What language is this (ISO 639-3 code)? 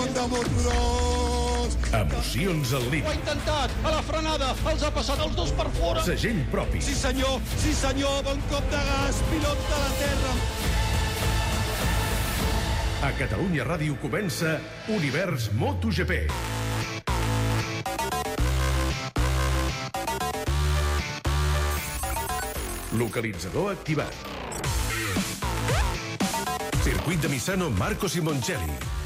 cat